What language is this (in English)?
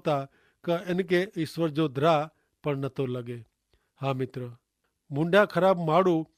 Kachhi